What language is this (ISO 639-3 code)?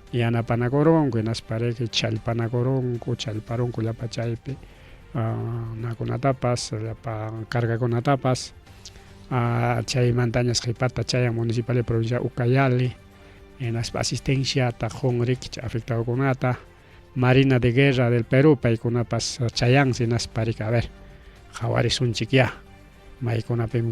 quy